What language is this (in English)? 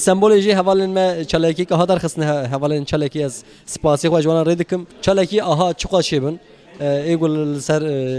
Kurdish